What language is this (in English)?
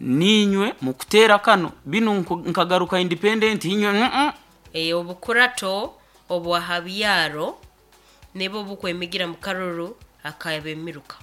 Nyankole